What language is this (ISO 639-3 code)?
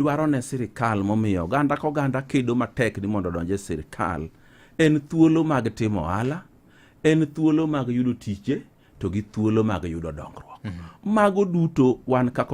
luo